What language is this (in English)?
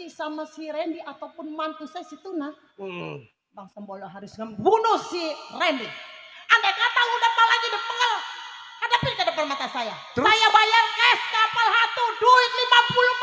Betawi